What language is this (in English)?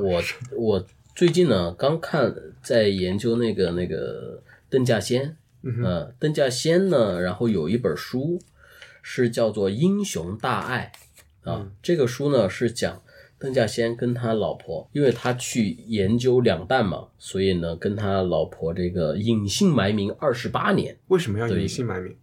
Chinese